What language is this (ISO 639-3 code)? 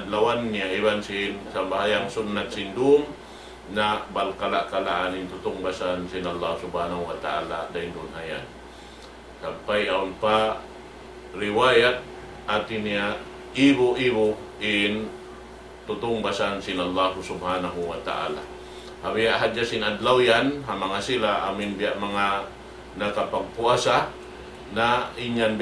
tsg